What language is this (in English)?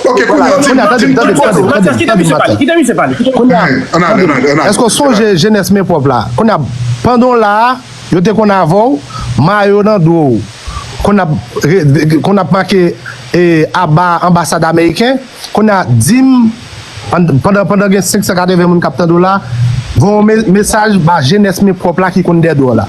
Haitian Creole